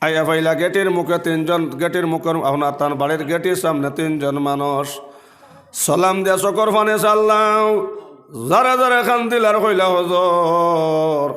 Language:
Sylheti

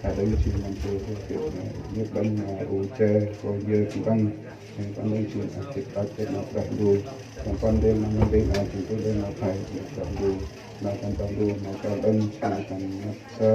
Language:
Central Mnong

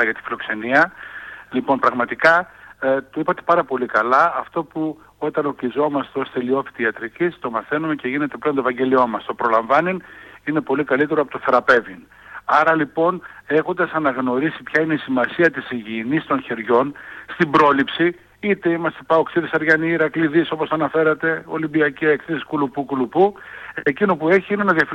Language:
Greek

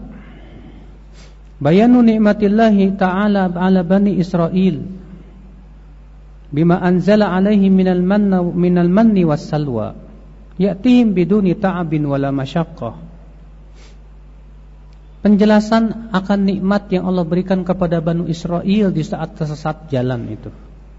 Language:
Indonesian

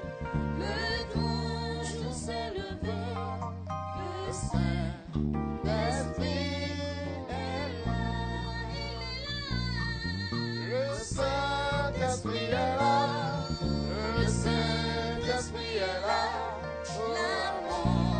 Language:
French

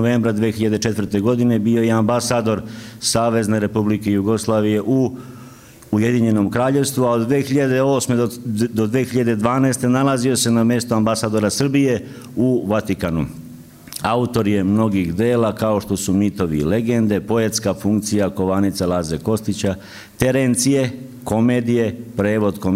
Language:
Serbian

